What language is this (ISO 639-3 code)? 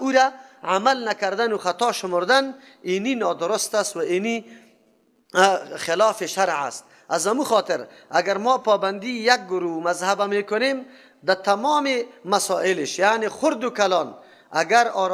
fas